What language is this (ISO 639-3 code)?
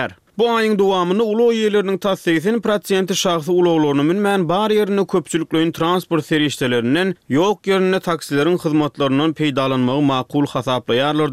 tuk